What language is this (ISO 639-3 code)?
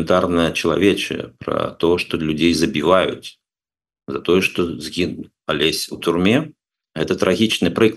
bel